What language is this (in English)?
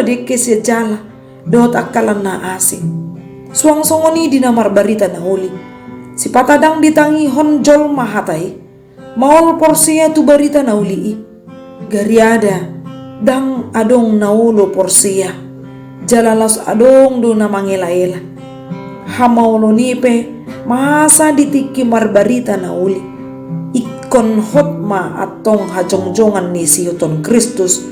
Batak Toba